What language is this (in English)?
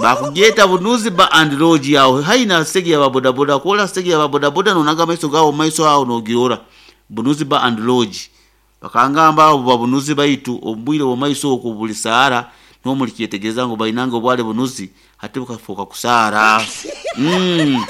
Nyoro